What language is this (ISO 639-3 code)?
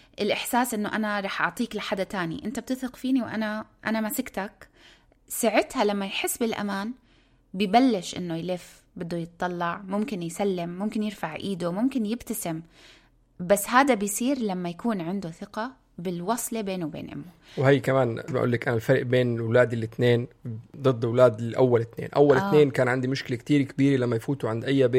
apc